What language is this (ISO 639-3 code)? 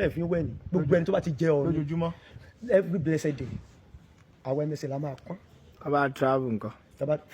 yor